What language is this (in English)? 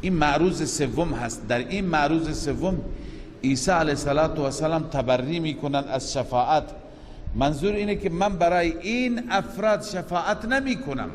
Persian